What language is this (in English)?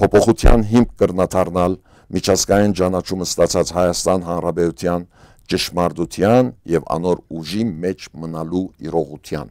Western Armenian